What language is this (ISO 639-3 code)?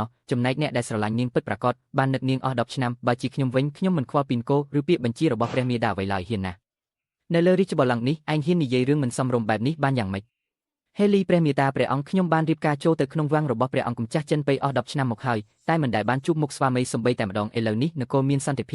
khm